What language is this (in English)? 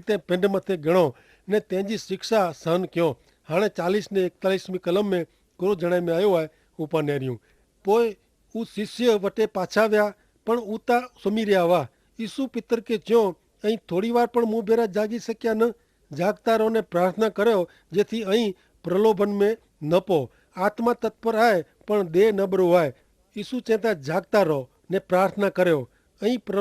Kachhi